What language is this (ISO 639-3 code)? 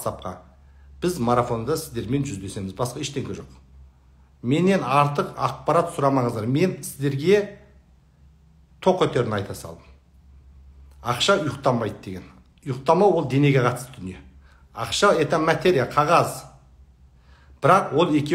kaz